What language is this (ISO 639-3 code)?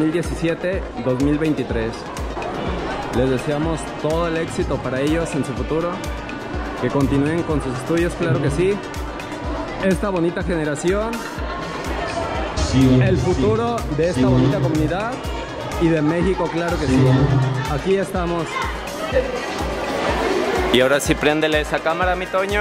spa